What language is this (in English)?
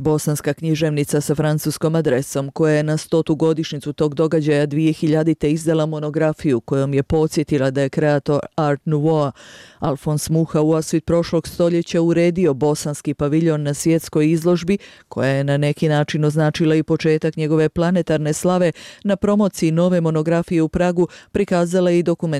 Bosnian